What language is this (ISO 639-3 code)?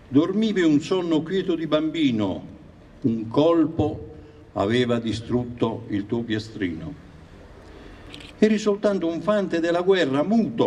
ita